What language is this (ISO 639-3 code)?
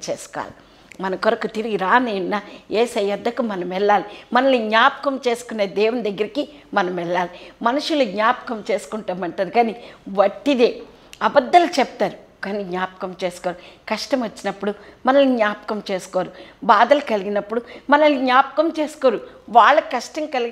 tel